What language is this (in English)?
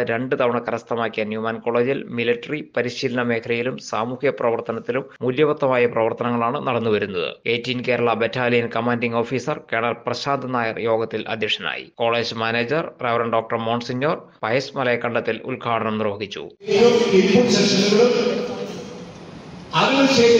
Malayalam